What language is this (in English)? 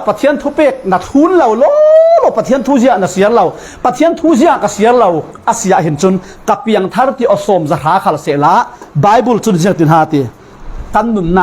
Falam Chin